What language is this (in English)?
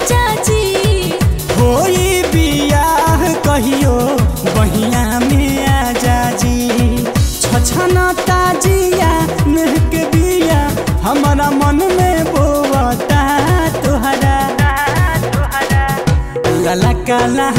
Bhojpuri